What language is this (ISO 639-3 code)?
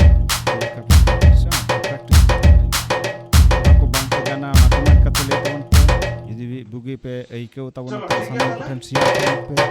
sat